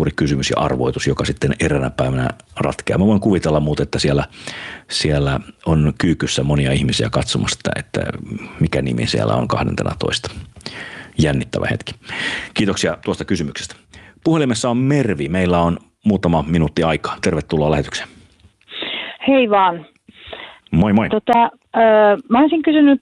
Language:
Finnish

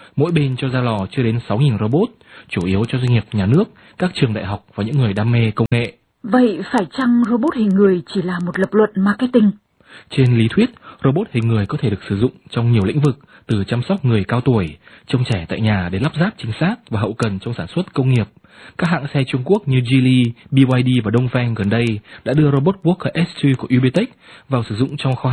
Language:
Vietnamese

